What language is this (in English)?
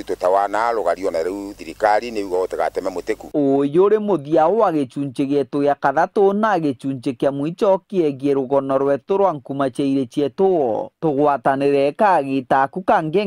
Meru